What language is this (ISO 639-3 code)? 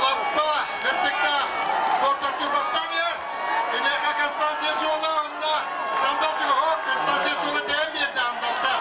sah